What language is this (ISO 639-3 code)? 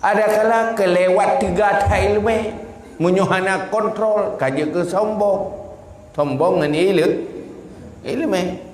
ace